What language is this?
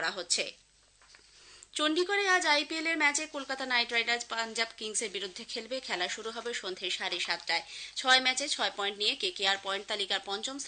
Bangla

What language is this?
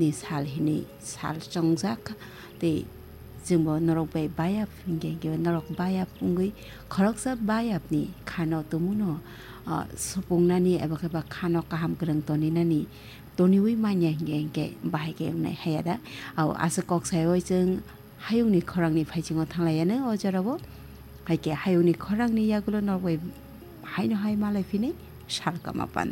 Kok Borok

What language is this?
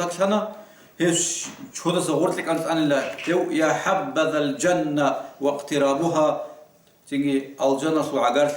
Avaric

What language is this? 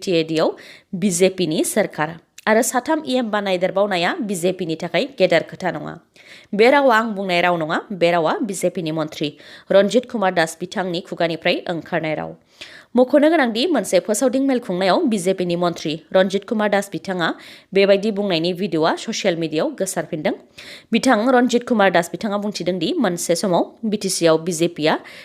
Bodo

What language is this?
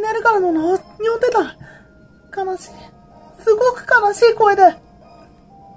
Japanese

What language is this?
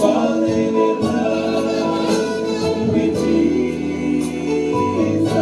Haitian Creole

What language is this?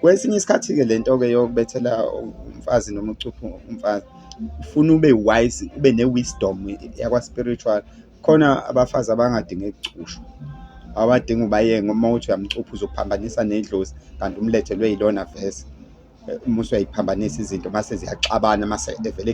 Zulu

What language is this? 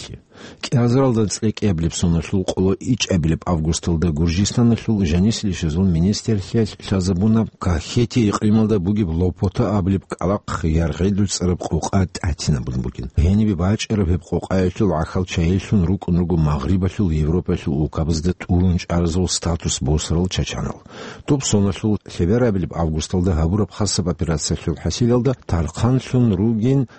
Avaric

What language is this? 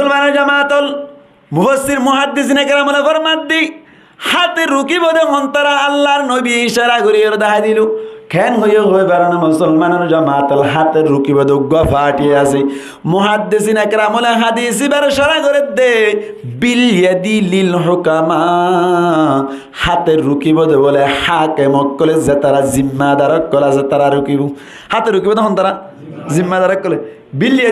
Rohingya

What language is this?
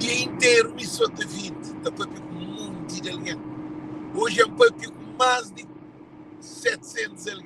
Kabuverdianu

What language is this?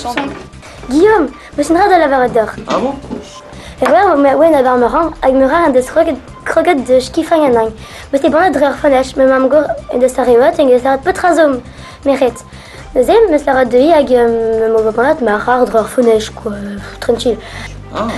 Breton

